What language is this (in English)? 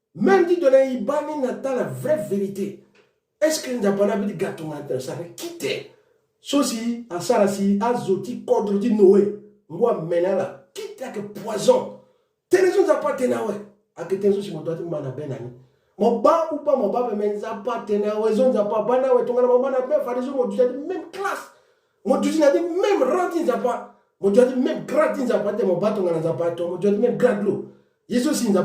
Sango